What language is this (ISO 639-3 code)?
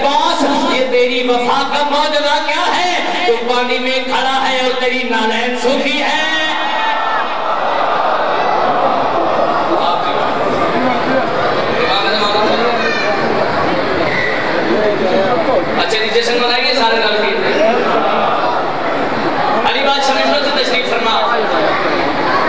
urd